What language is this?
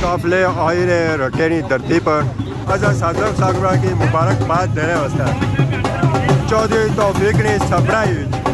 Pahari-Potwari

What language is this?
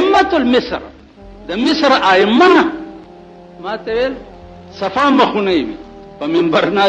Pashto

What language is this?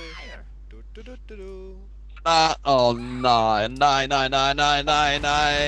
Faroese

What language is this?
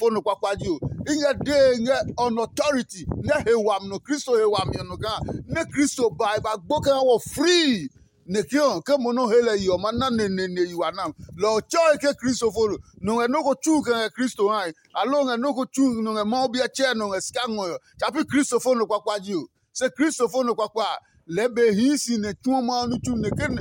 Adangme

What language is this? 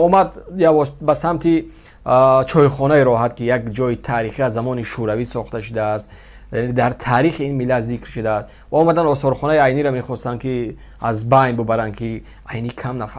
Tajik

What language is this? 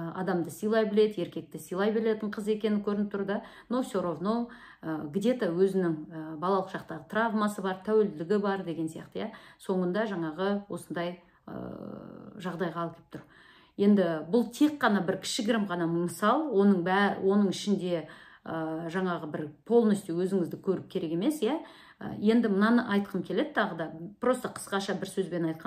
Kazakh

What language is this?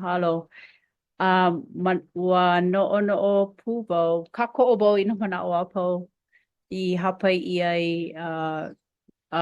Hawaiian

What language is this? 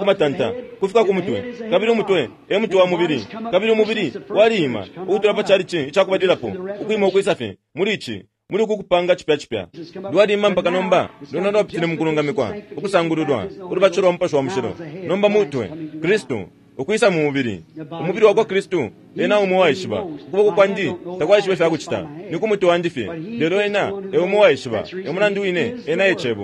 Bemba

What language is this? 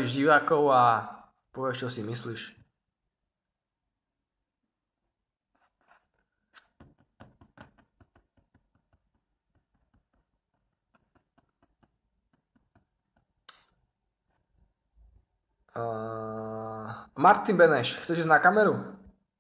Slovak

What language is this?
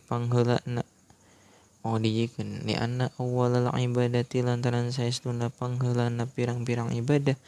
Sundanese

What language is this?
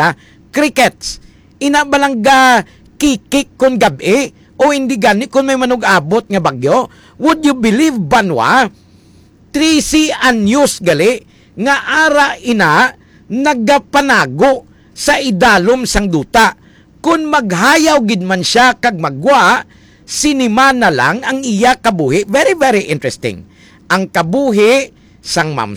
Hiligaynon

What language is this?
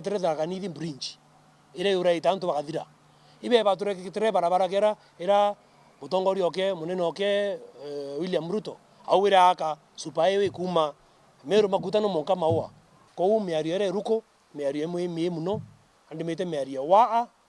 Meru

